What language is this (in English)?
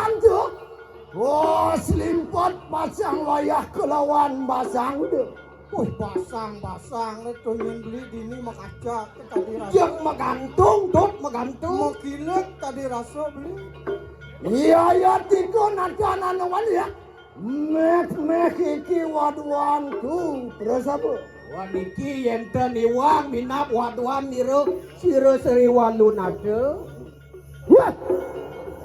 Balinese